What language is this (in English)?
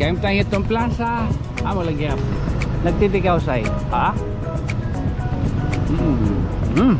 Waray